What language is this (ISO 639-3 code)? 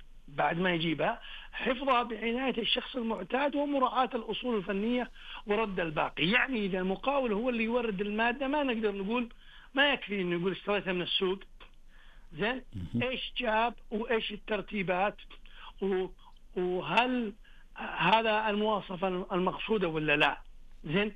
ars